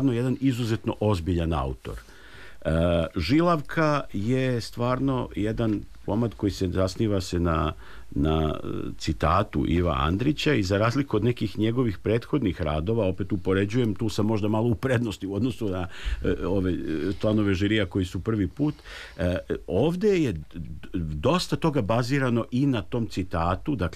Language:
Serbian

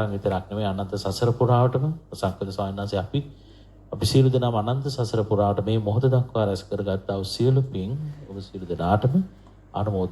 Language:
Sinhala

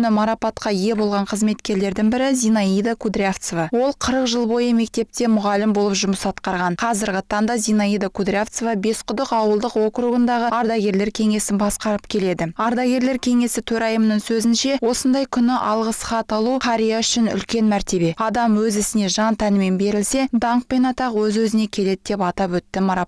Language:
Kazakh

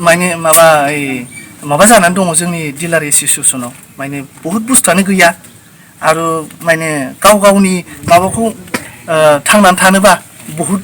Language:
Bodo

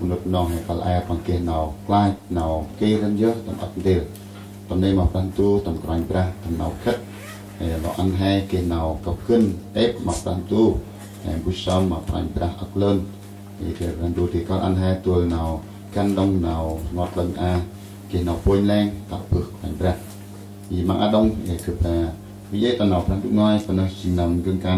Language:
Central Mnong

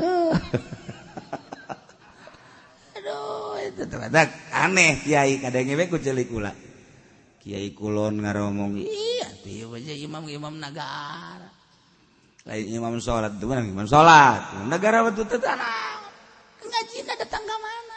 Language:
Sundanese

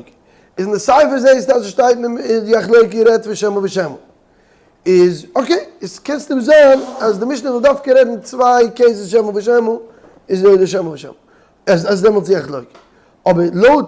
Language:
Yiddish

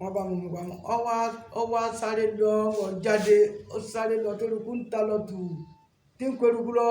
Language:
Yoruba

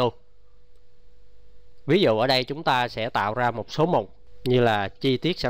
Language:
Vietnamese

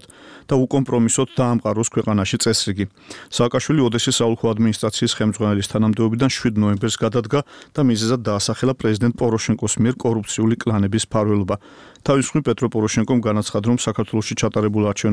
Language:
Georgian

